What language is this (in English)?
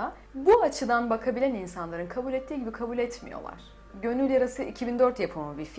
Turkish